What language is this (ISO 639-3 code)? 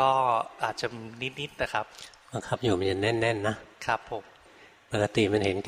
tha